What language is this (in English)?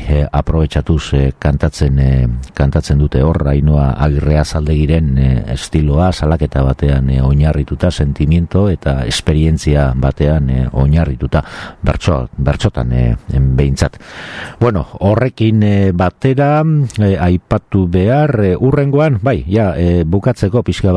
Basque